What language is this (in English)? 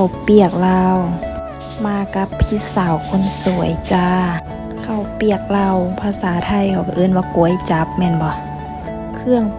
Lao